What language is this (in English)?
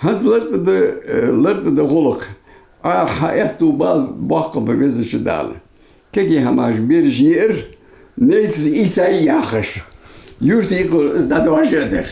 Ingush